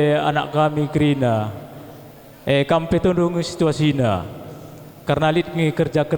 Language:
Batak Karo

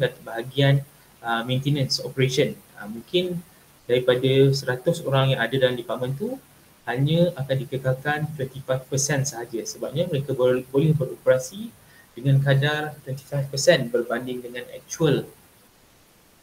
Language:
Malay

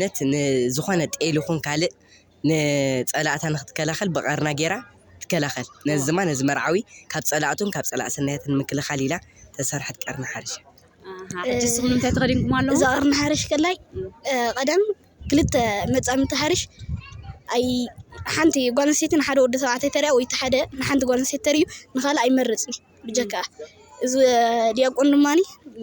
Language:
Tigrinya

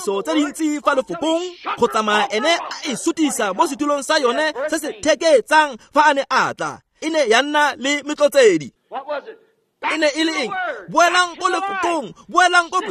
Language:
Tswana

